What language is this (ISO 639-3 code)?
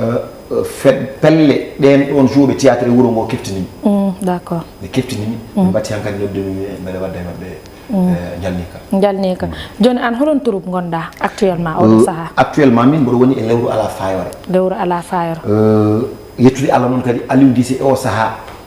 ful